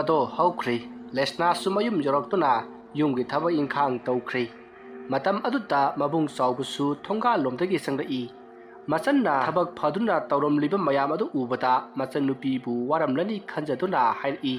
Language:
Manipuri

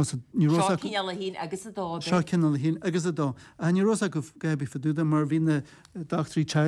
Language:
Irish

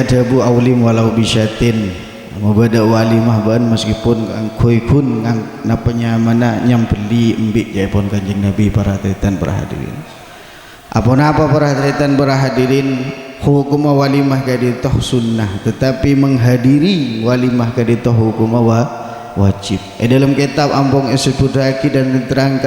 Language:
Madurese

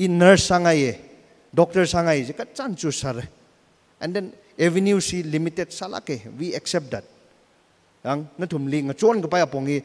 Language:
Tangkhul Naga (India)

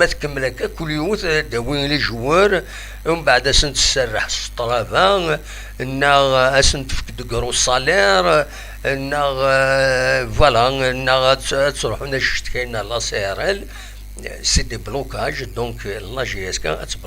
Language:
Kabyle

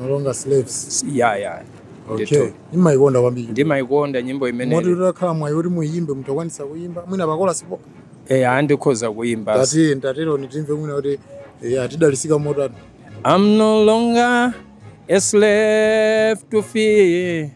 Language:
Nyanja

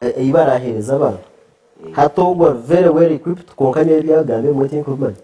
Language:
Nyankole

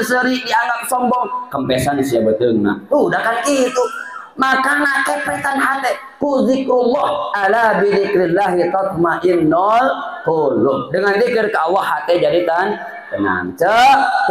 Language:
Sundanese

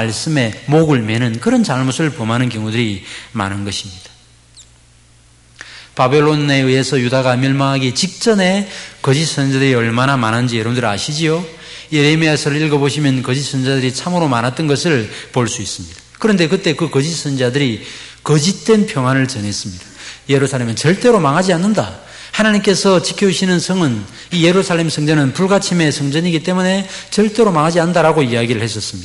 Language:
Korean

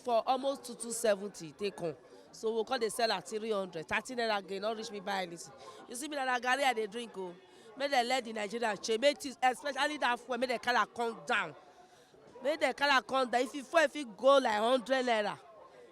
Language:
Nigerian Pidgin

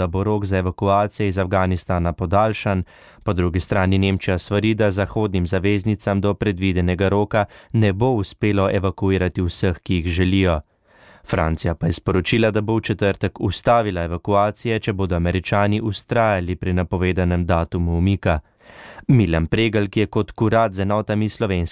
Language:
Slovenian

